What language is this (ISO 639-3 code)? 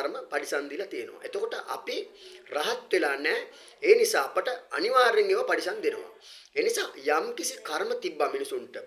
sin